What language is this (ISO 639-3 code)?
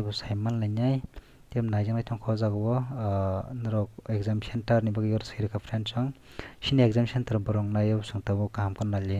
trp